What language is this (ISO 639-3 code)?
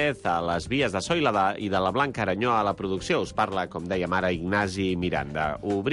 cat